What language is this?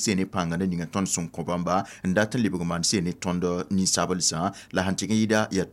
Mossi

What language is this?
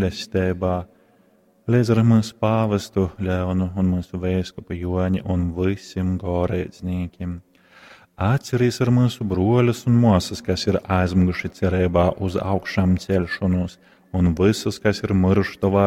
Latgalian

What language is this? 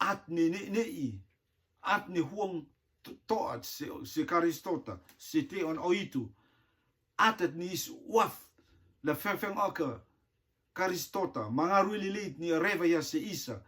Rotuman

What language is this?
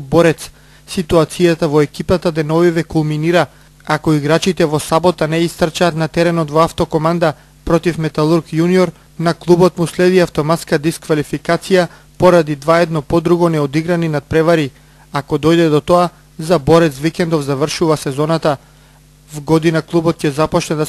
Macedonian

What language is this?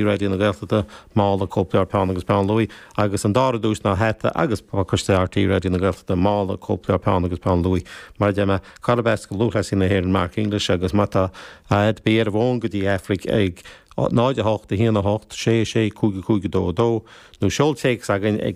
Irish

